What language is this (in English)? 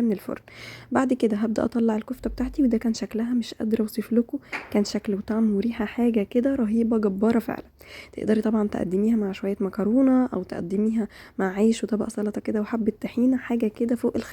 Egyptian Arabic